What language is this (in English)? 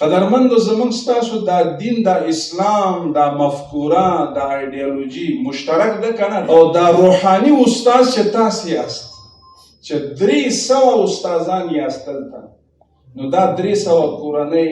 Pashto